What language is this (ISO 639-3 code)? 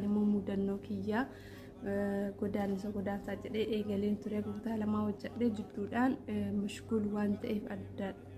orm